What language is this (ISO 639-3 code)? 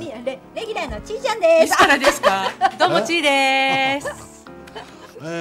jpn